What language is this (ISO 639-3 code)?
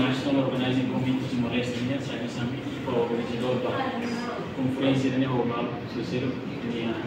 tet